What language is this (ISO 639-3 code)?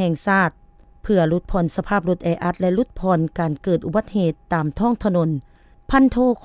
lao